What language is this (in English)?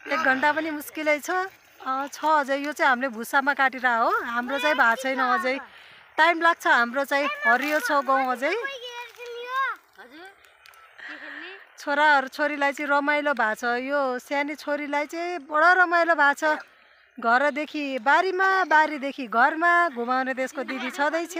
Nepali